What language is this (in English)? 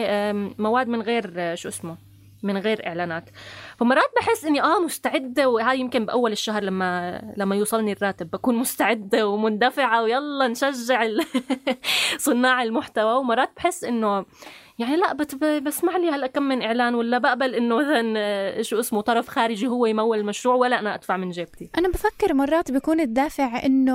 North Levantine Arabic